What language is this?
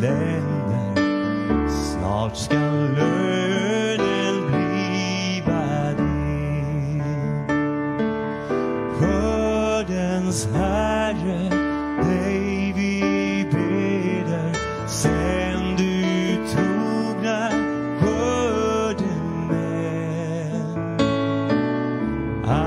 Swedish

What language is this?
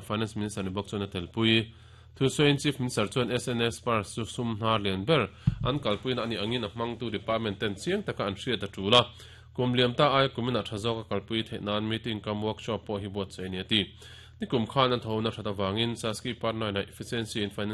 Mizo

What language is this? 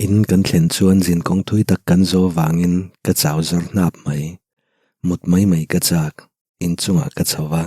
Mizo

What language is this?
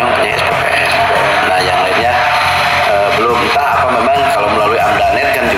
Indonesian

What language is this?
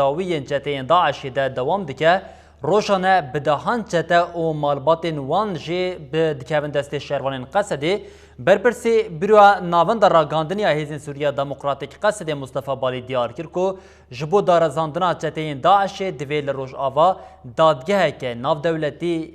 Kurdish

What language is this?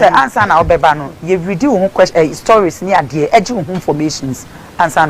Akan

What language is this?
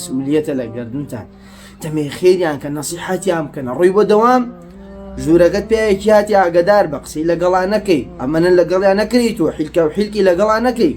Central Kurdish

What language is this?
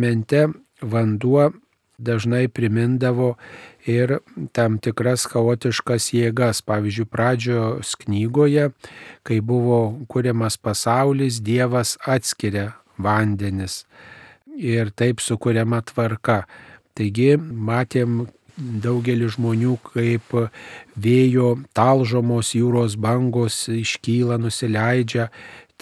Lithuanian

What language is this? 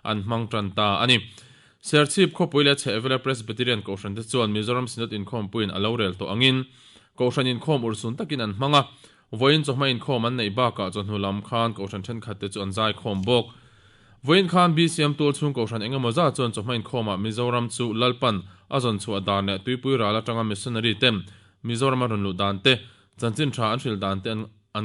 Mizo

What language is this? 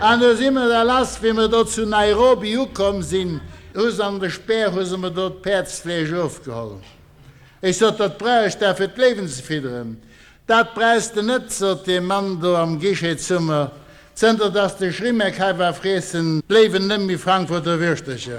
Luxembourgish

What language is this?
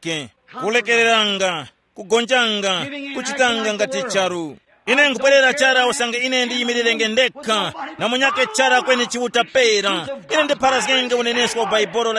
Tumbuka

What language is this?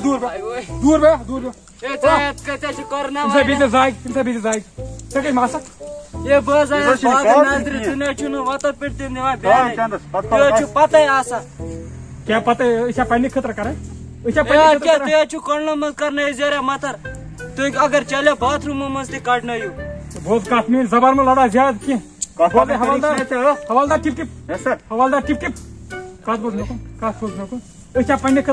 Kashmiri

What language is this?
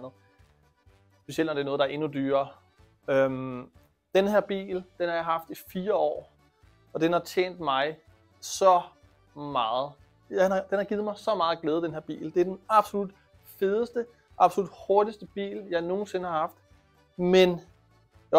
Danish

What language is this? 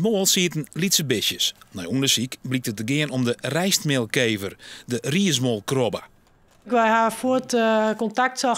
Western Frisian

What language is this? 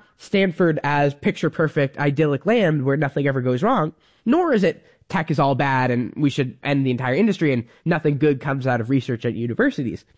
English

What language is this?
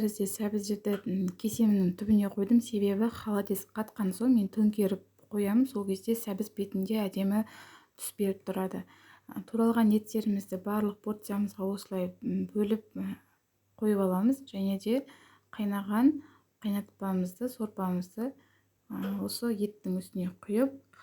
Kazakh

